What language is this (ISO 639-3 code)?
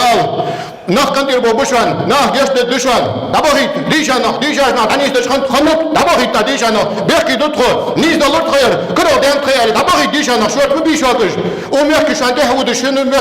inh